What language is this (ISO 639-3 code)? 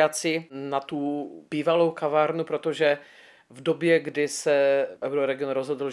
ces